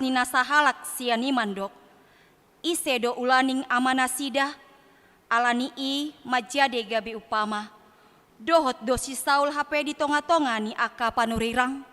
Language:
Batak Toba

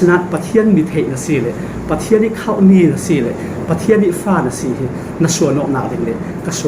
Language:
Falam Chin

